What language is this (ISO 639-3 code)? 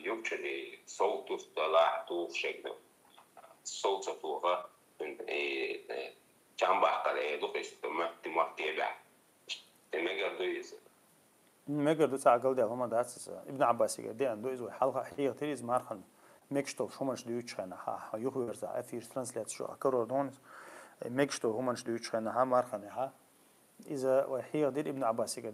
che